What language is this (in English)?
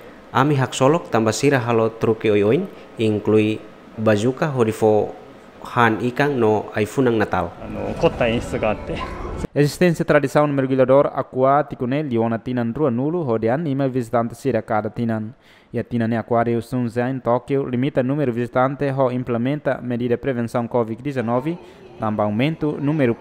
Tetum